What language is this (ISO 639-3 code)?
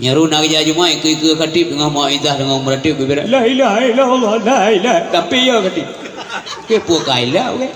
ace